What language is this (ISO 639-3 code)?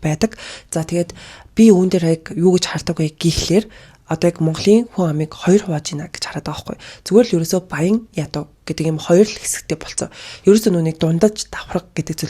mon